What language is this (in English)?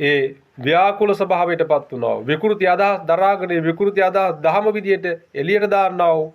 Sinhala